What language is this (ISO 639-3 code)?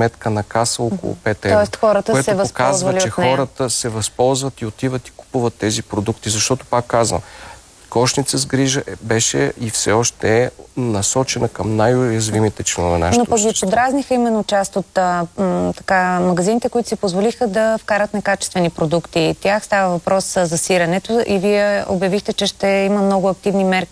bul